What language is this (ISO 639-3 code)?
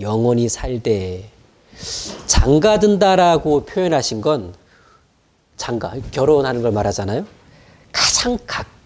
kor